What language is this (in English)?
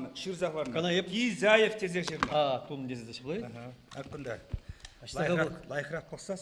Chuvash